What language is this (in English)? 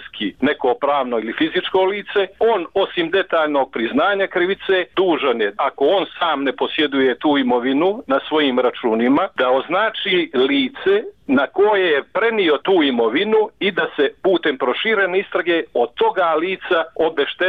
Bosnian